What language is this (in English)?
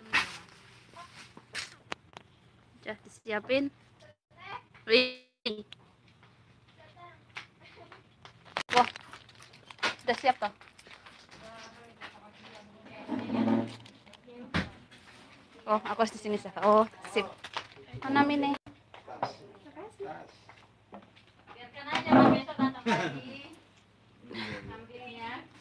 Indonesian